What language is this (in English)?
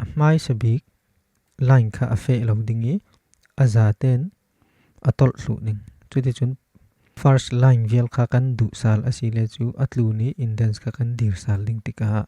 Falam Chin